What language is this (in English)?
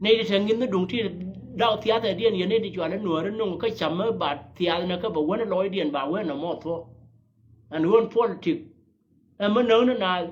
Nuer